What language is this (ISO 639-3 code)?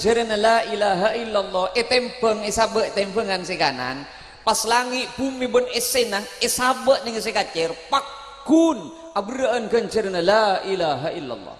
mad